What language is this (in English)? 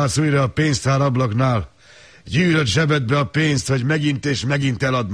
Hungarian